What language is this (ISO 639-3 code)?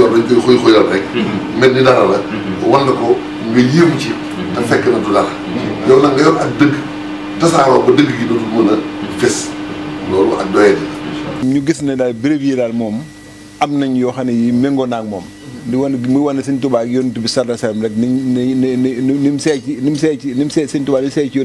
wol